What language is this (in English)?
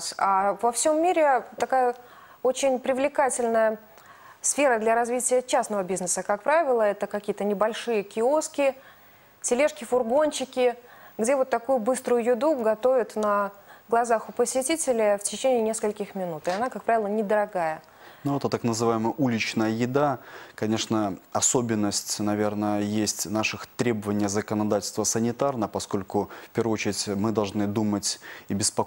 Russian